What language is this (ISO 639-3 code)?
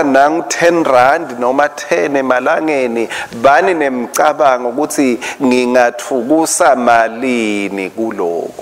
ssw